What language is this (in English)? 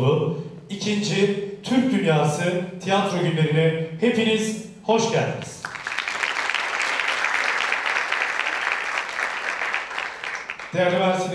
Turkish